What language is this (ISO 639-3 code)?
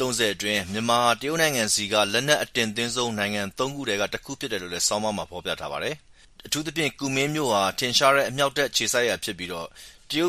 mya